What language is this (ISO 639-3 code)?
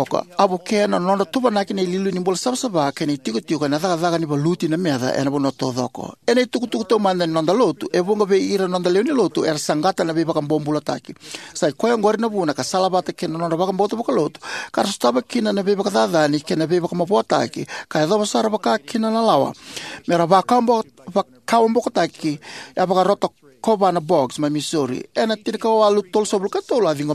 fij